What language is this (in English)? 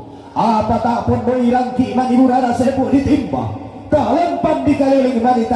Toraja-Sa'dan